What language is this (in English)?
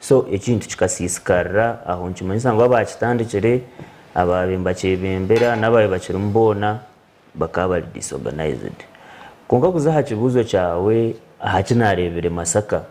Nyankole